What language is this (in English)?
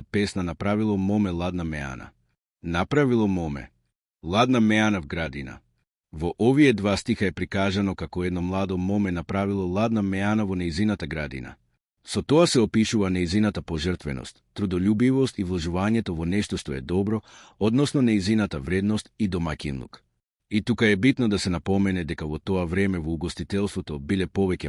Macedonian